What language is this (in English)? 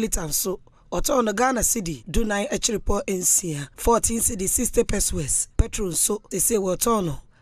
Akan